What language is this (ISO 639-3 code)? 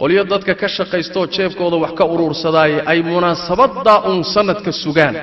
som